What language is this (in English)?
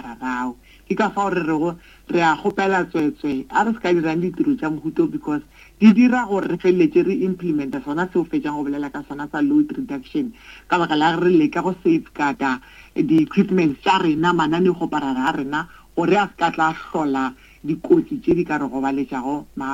Northern Sotho